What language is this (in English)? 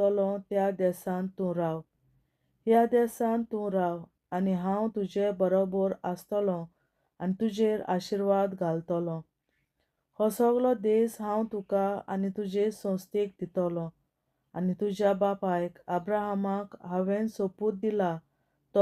Konkani